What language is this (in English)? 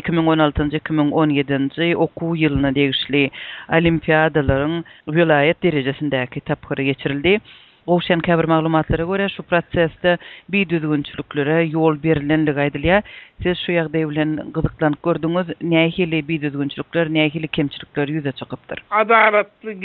Turkmen